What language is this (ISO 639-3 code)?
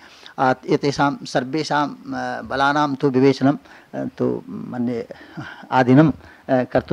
san